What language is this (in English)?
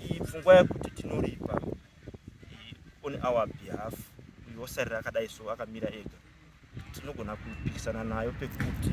Shona